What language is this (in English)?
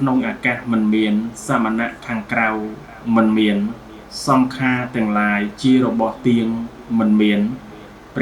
Khmer